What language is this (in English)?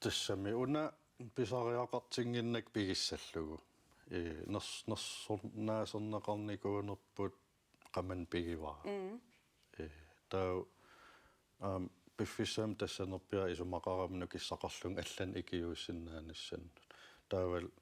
Kalaallisut